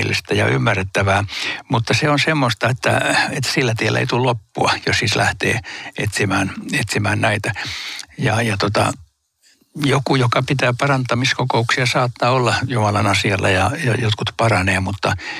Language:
Finnish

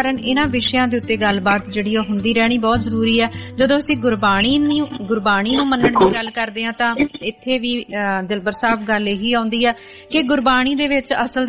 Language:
Punjabi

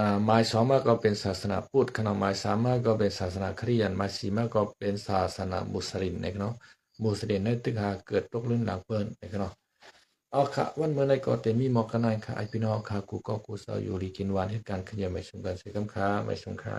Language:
Shan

